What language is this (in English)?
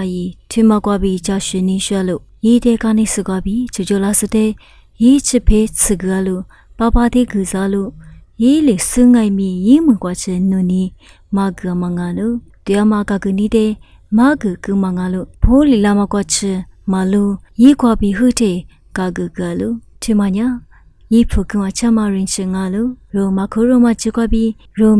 Lisu